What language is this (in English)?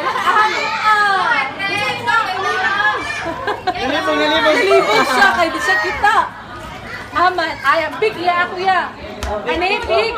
Cebuano